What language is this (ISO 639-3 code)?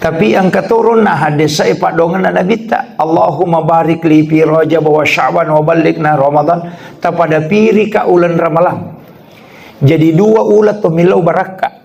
bug